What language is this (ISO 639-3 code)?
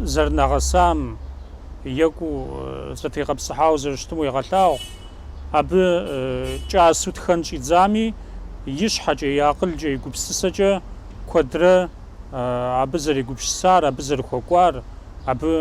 kbd